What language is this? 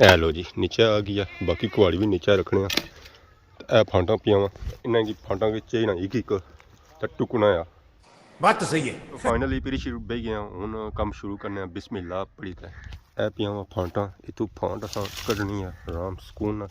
Pahari-Potwari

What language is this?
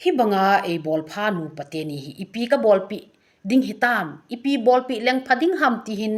Thado Chin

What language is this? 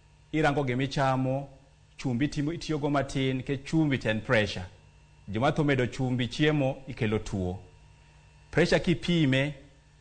Luo (Kenya and Tanzania)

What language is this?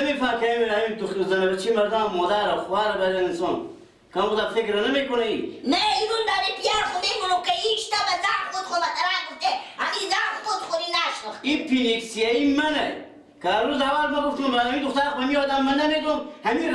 Persian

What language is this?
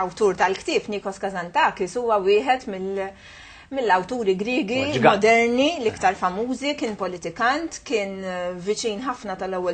Maltese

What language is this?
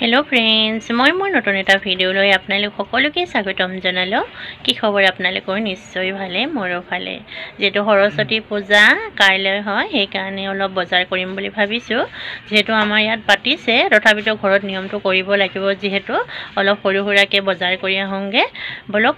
Assamese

